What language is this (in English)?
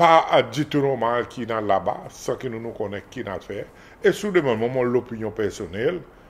Seselwa Creole French